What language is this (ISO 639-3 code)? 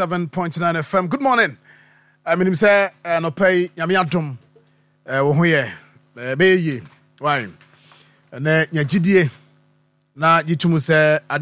aka